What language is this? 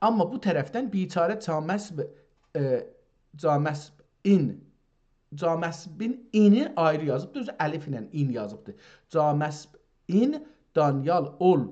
South Azerbaijani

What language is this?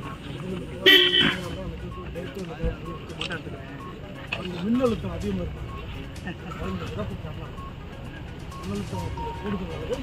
Tamil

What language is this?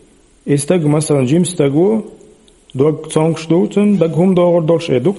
Chechen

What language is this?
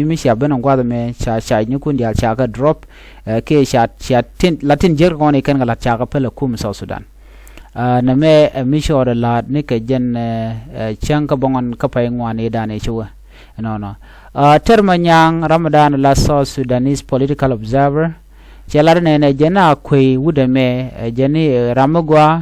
Nuer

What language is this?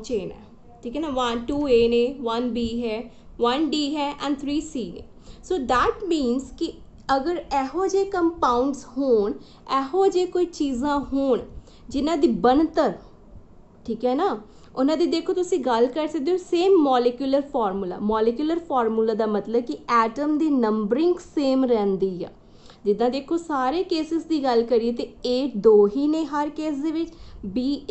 Punjabi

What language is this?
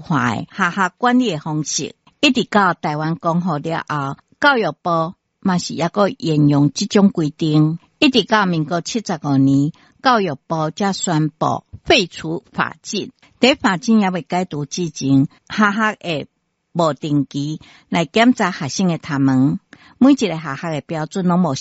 Min Nan Chinese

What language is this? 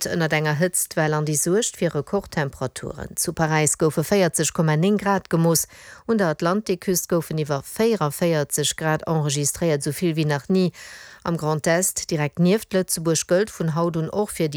Luxembourgish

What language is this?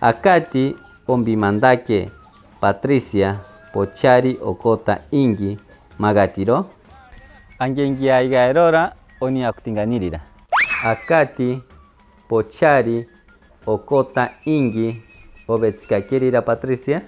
Machiguenga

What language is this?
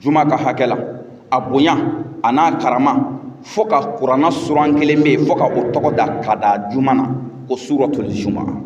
Bambara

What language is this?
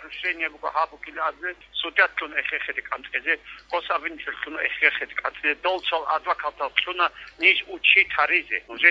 Avaric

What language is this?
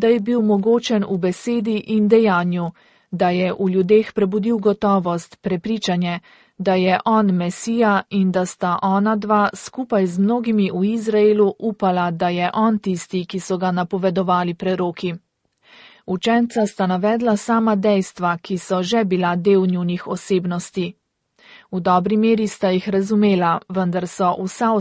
Slovenian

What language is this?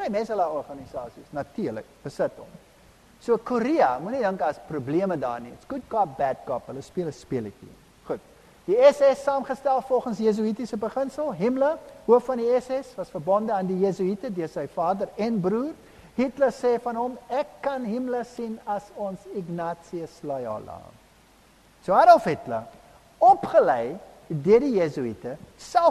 Afrikaans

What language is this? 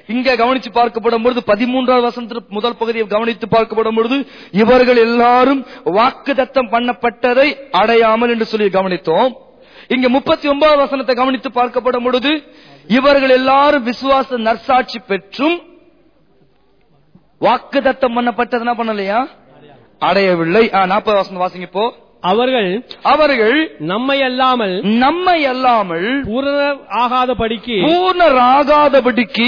Tamil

